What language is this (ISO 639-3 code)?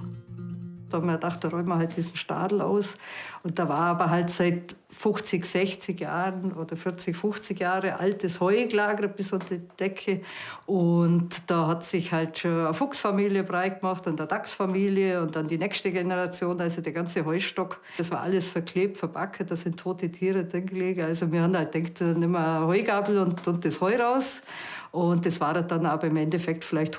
bar